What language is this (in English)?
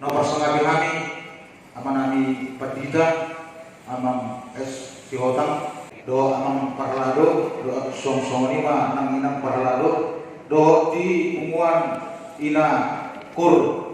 Batak Toba